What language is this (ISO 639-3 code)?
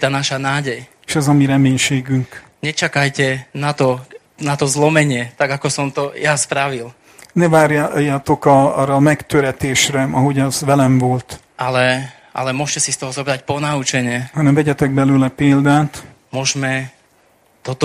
slk